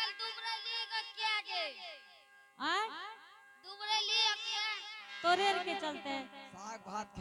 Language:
Angika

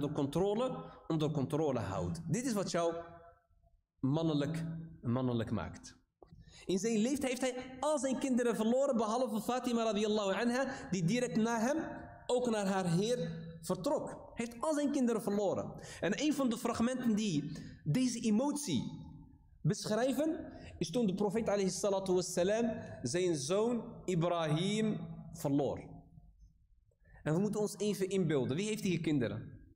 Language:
Dutch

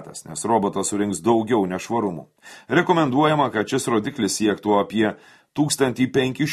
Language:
Lithuanian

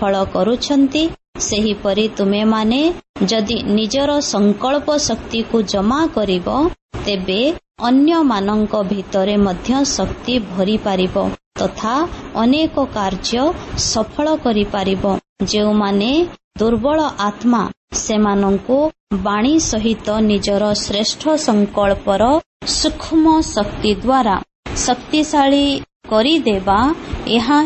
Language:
Odia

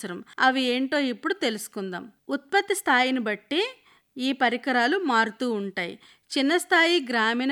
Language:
Telugu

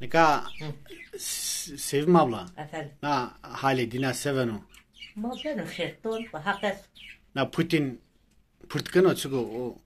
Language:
Zaza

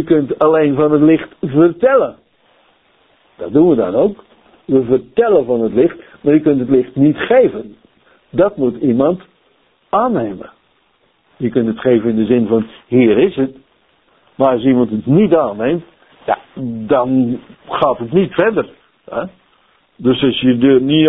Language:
Dutch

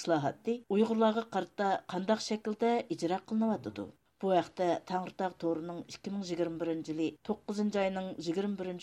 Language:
Uyghur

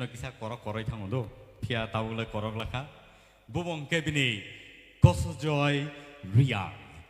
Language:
Kok Borok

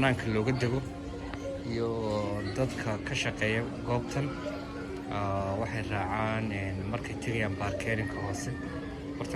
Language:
Somali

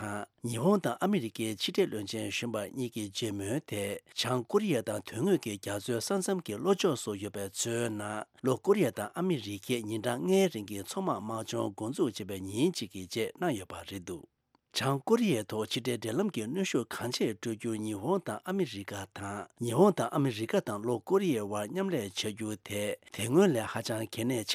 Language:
Tibetan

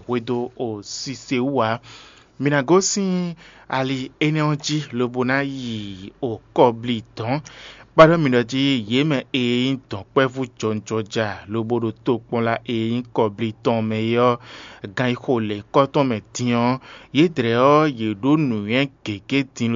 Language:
Fon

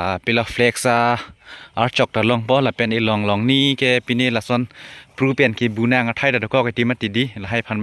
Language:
Karbi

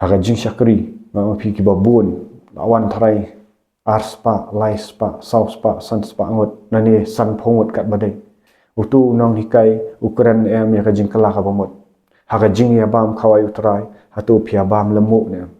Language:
Khasi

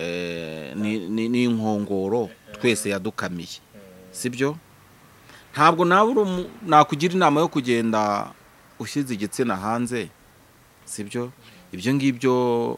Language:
Kinyarwanda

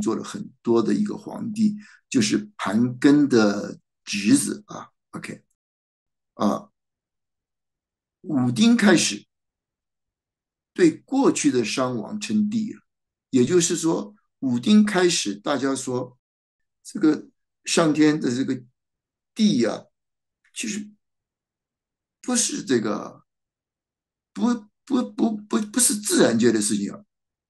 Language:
Chinese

